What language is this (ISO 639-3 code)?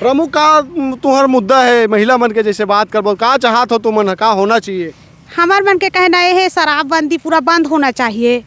hne